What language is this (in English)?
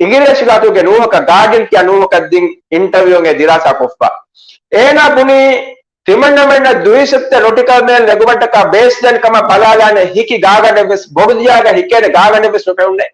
Divehi